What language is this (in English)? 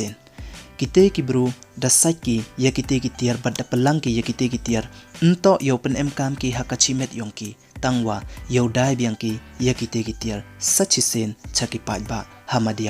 Pnar